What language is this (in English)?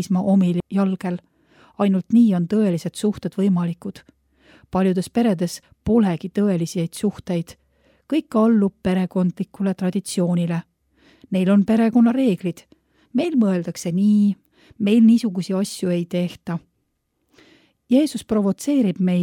Estonian